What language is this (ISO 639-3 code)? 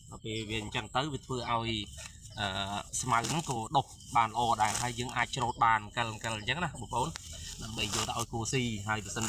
khm